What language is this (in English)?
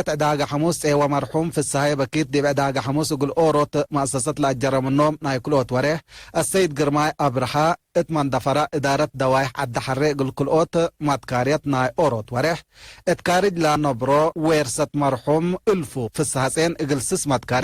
Tigre